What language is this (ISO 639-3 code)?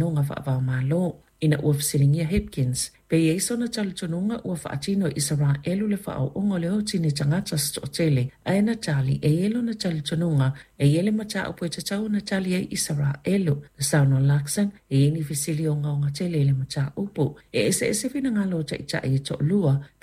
smo